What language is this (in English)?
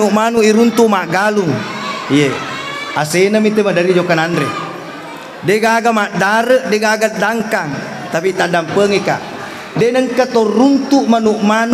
Buginese